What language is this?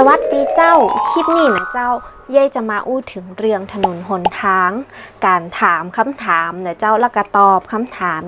Northern Thai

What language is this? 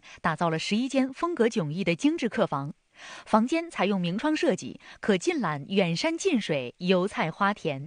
Chinese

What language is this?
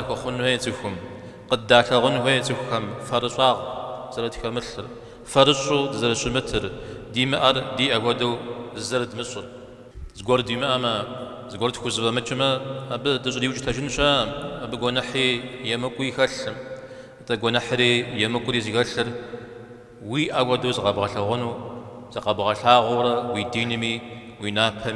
Kabardian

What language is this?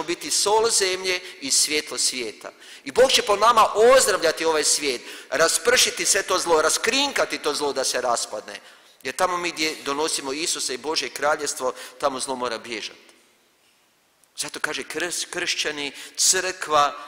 Croatian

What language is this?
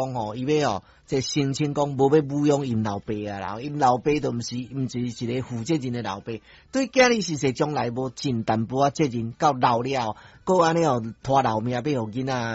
Min Nan Chinese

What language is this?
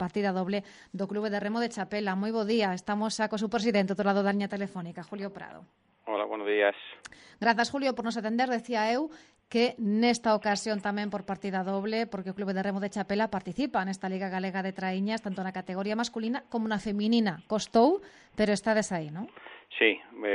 Galician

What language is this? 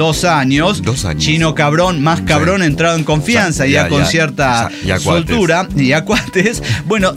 Spanish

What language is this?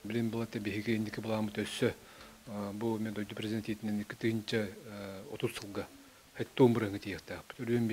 Yakut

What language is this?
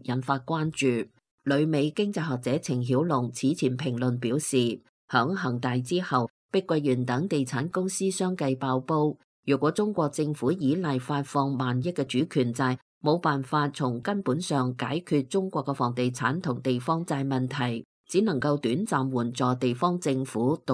Cantonese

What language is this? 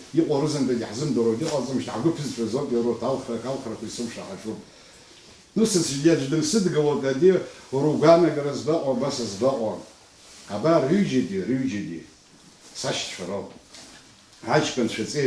Abkhazian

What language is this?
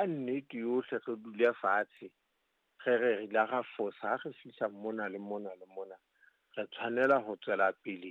Southern Sotho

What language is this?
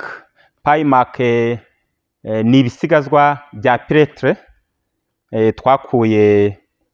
Kinyarwanda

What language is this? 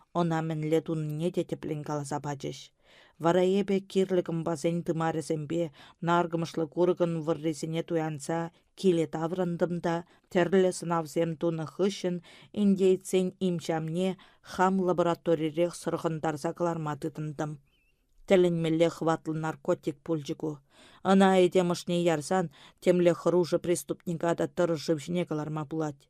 Chuvash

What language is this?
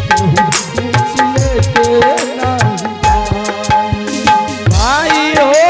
Angika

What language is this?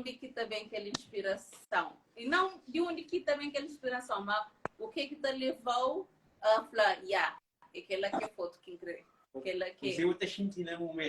Kabuverdianu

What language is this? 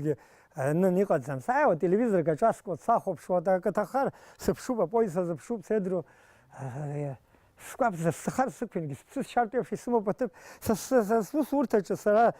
Abkhazian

